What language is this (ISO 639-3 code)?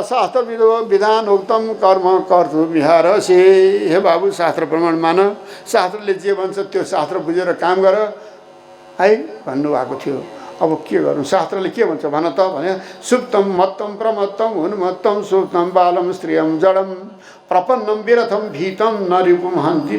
nep